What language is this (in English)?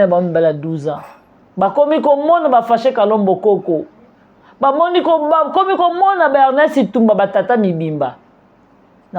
Lingala